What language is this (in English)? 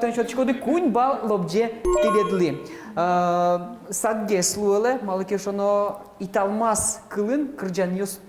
Udmurt